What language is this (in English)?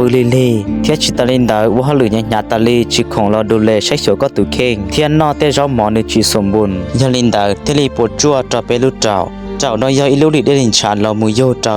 Hmong